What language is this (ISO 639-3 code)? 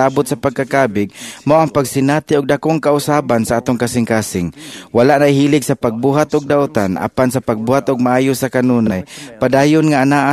ceb